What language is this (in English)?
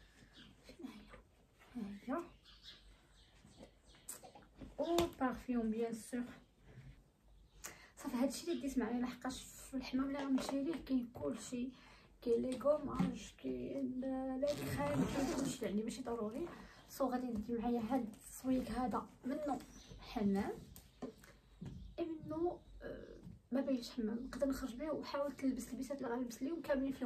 Moroccan Arabic